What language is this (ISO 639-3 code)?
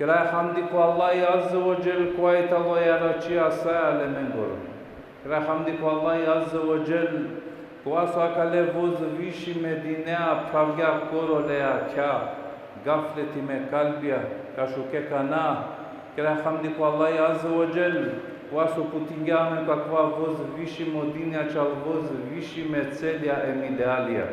rmn